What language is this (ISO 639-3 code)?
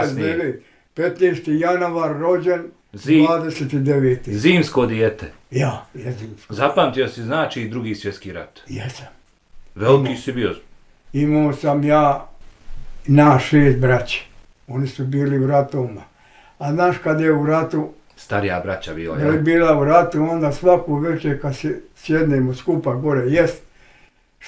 bos